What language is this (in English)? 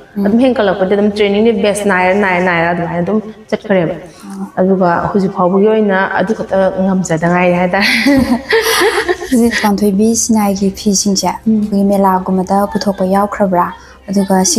Manipuri